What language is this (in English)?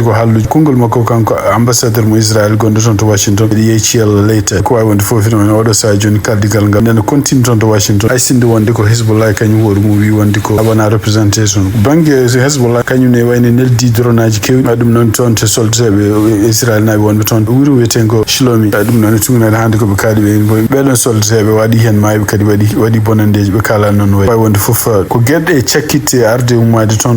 Fula